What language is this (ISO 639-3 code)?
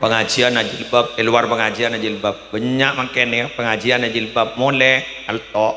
mad